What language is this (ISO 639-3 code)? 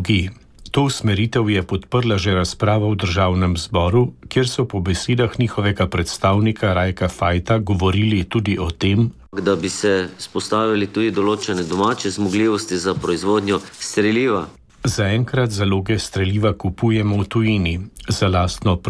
slv